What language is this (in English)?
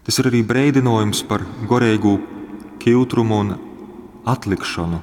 Latgalian